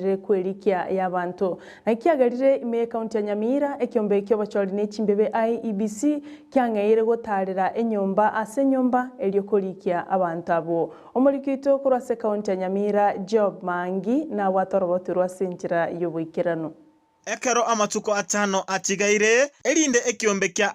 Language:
Gusii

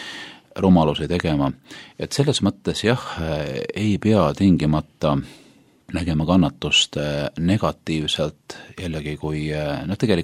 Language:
Estonian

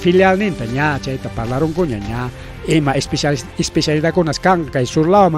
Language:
Ayacucho Quechua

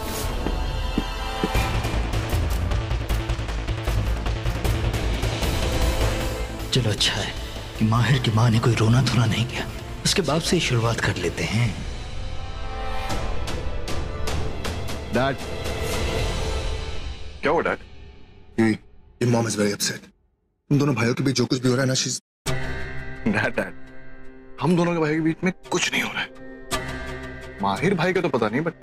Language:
Hindi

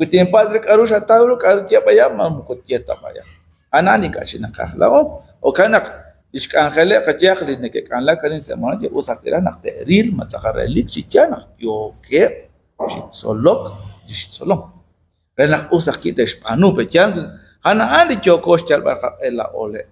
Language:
Kekchí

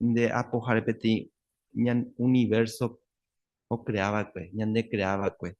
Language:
Guarani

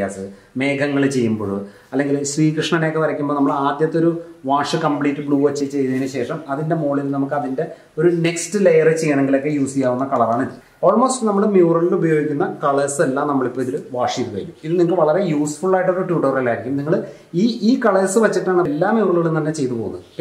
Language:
Malayalam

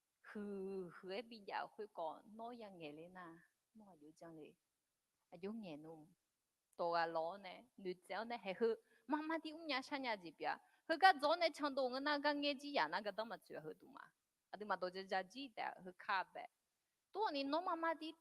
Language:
Akha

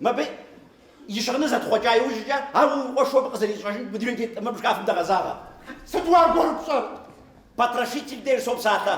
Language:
Kabardian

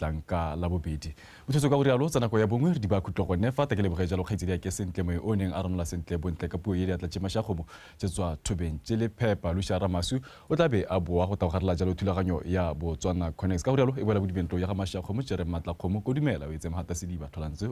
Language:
Tswana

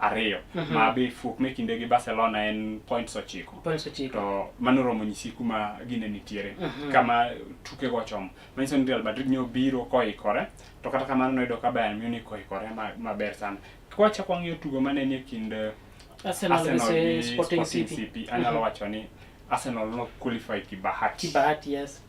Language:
Luo (Kenya and Tanzania)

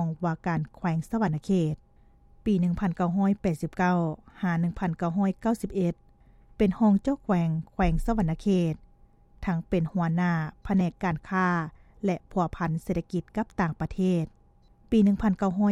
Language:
Lao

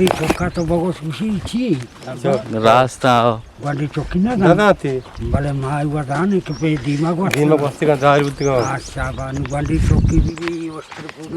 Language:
Eastern Balochi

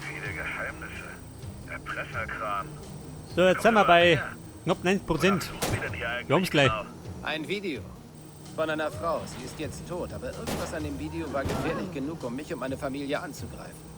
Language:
Bavarian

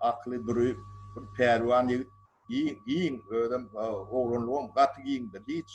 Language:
Turkmen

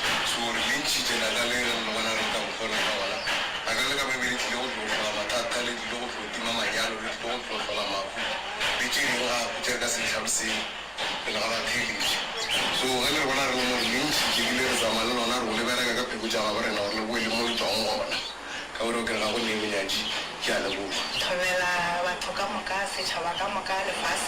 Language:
Northern Sotho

